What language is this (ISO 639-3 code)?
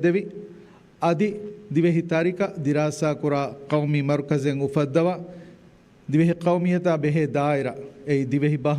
div